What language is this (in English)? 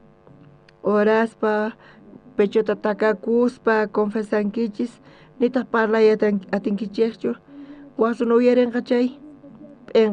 South Bolivian Quechua